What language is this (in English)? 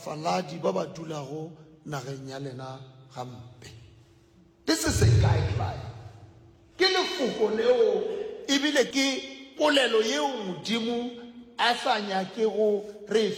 Northern Sotho